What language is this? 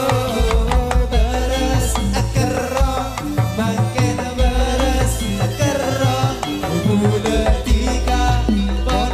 Madurese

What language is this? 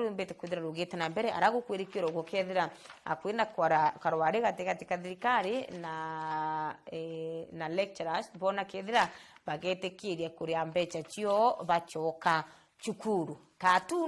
Meru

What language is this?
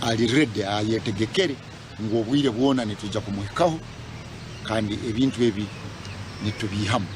Nyankole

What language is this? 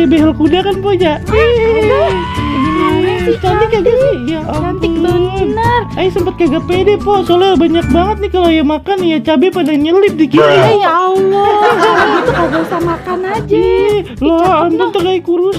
Betawi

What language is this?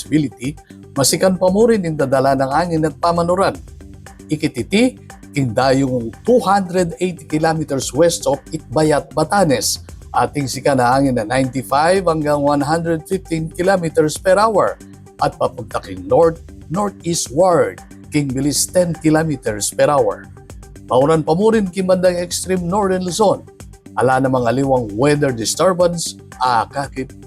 Pampanga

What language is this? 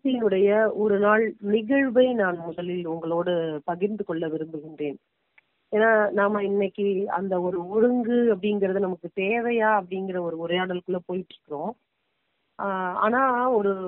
Tamil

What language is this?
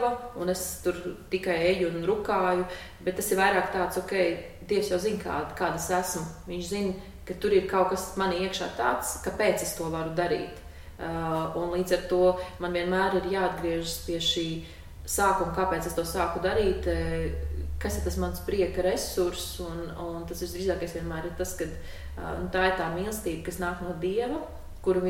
Latvian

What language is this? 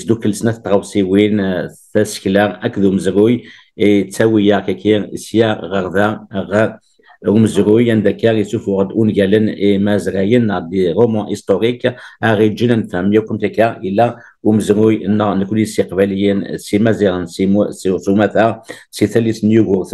Kabyle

